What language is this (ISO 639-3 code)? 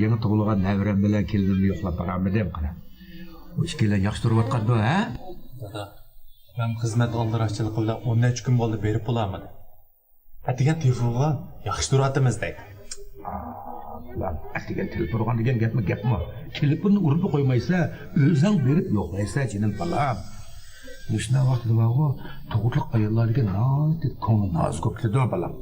uig